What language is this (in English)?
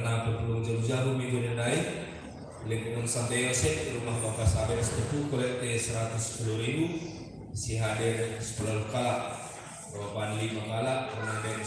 Batak Karo